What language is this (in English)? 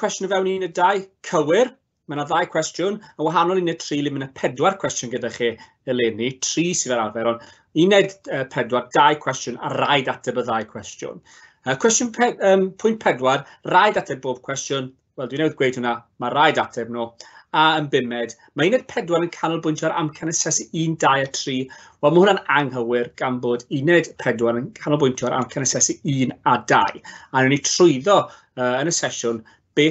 Welsh